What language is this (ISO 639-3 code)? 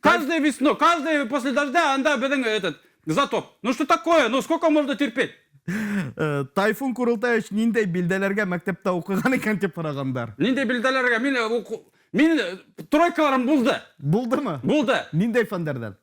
bak